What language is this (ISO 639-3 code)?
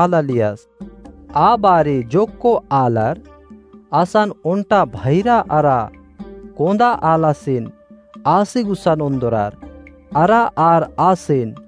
kru